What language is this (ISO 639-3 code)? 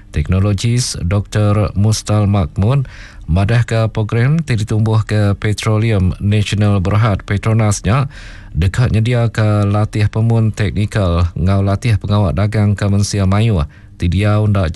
iba